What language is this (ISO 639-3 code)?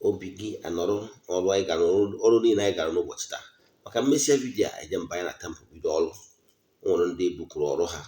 ibo